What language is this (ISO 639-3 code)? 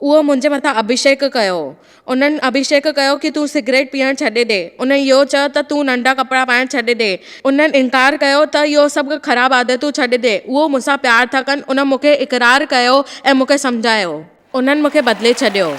snd